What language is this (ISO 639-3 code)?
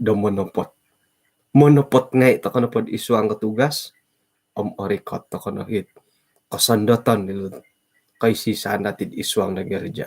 dtp